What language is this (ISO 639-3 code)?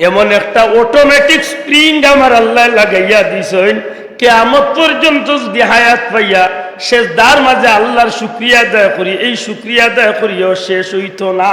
syl